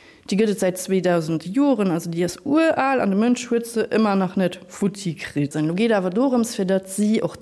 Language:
Luxembourgish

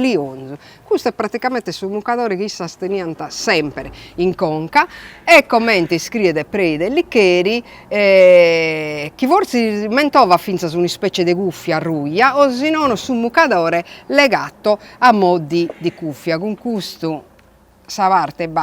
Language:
Sardinian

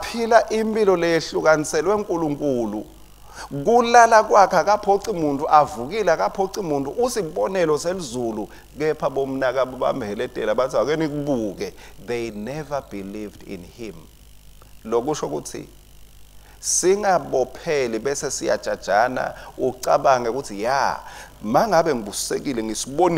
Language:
Swati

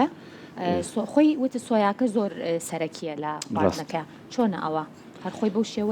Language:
Central Kurdish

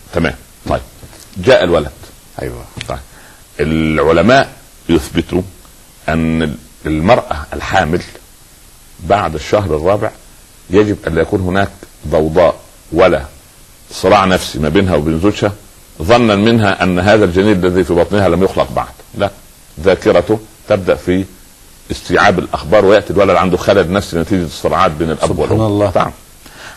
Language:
Arabic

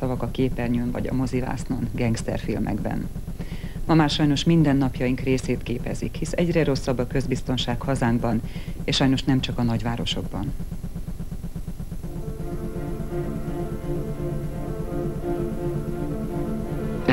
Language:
Hungarian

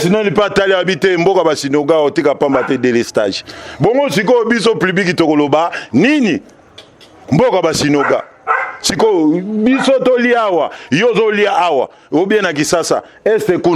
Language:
Lingala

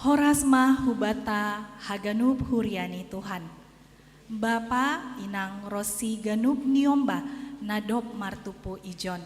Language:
Batak Simalungun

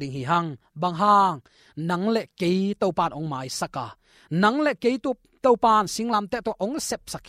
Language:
Tedim Chin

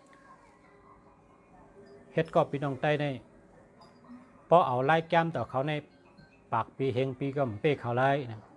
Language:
Shan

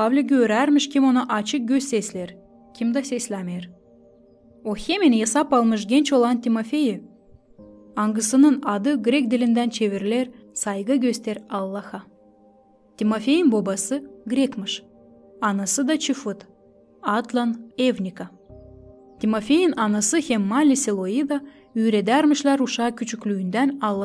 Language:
Gagauz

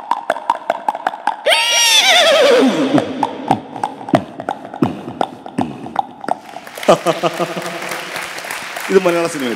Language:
Malayalam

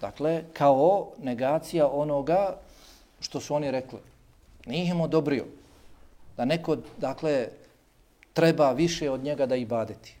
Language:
Bosnian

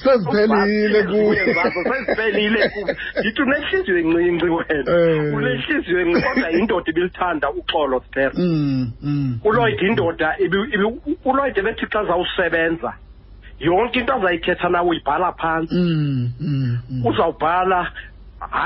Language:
Xhosa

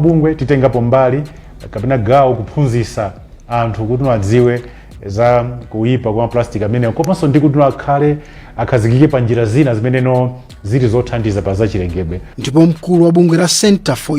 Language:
Nyanja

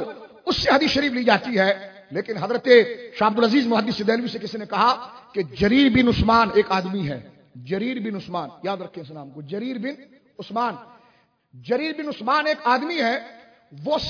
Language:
Urdu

